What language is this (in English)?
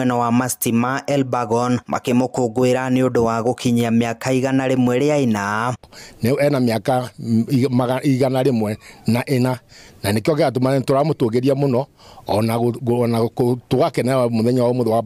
Kikuyu